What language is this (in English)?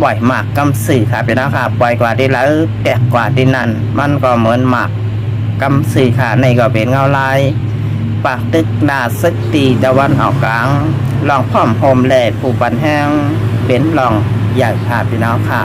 Shan